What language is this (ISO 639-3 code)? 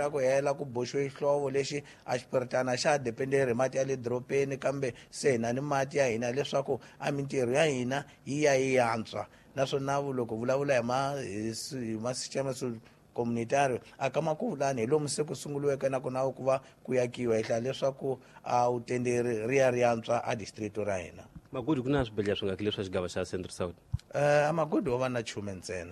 tso